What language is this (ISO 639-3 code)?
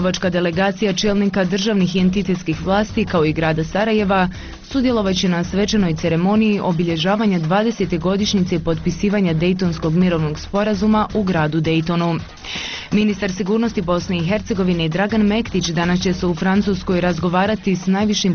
bos